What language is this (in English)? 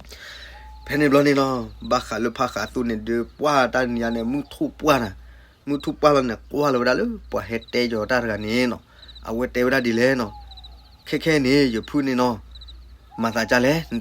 S'gaw Karen